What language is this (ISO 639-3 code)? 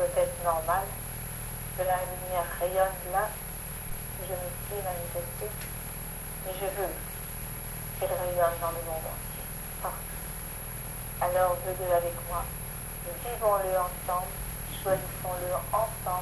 fra